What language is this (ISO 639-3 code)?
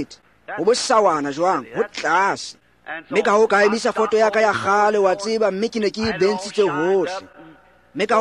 tsn